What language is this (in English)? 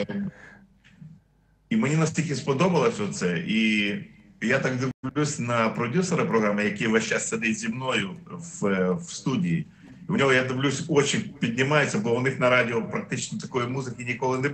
Ukrainian